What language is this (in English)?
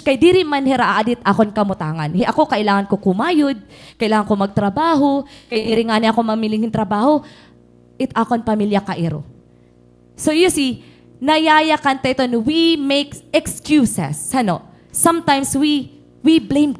Waray